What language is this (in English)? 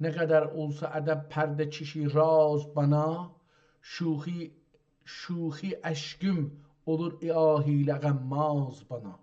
South Azerbaijani